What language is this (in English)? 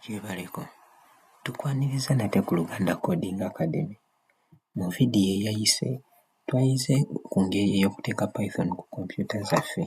Ganda